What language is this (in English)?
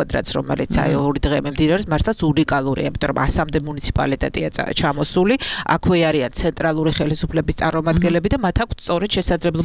Georgian